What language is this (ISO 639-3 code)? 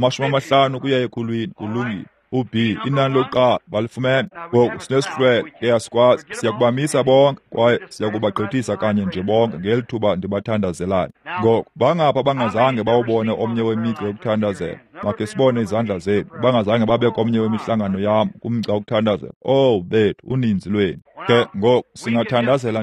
xho